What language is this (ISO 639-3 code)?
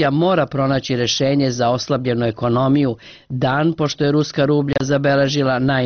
srp